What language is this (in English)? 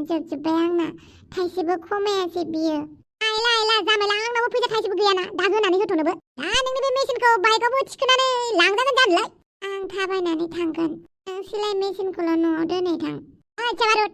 Bodo